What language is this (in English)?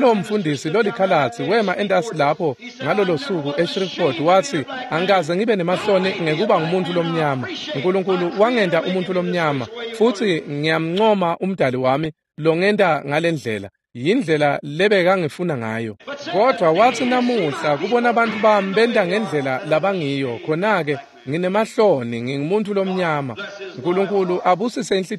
Swati